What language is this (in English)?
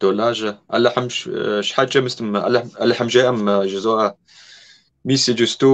Kabardian